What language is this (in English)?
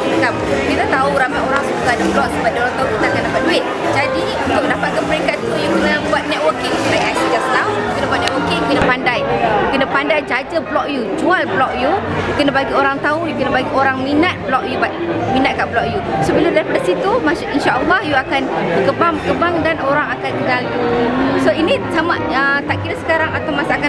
Malay